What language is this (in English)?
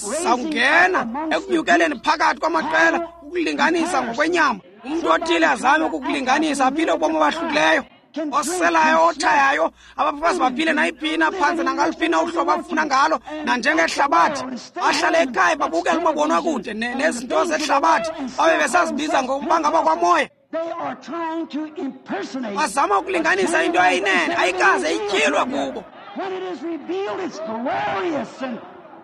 Xhosa